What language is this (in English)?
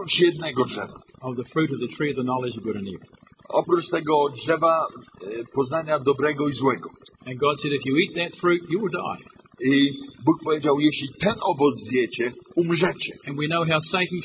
Polish